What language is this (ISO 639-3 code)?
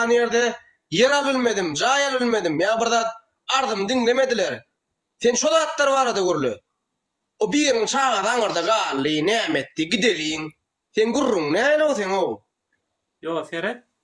tuk